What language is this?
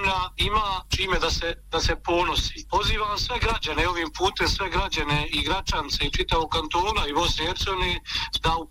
Bosnian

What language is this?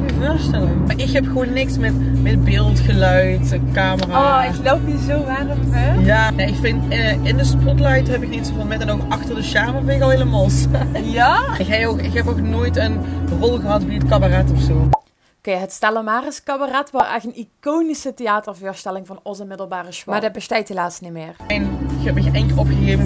Limburgish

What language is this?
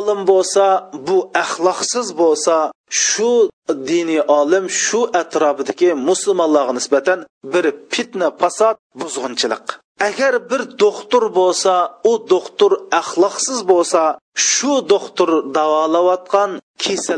Uyghur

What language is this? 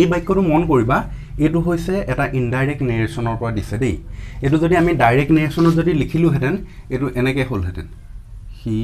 Assamese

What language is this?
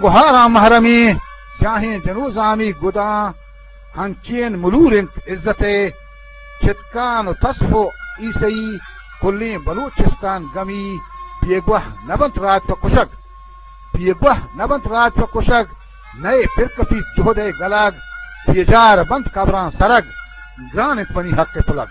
Eastern Balochi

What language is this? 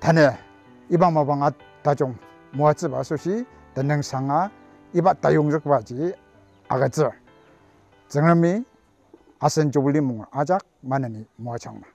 Ao Naga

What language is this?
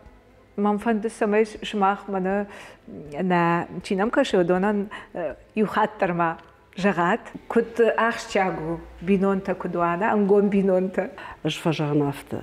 Ossetic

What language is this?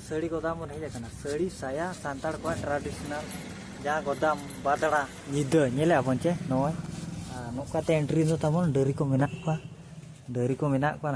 Santali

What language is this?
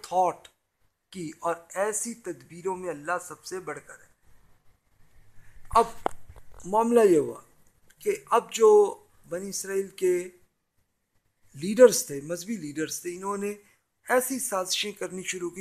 Urdu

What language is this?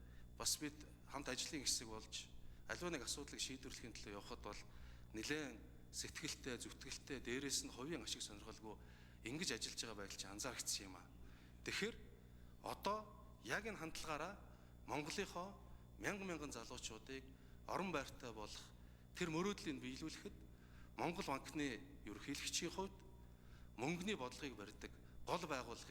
Mongolian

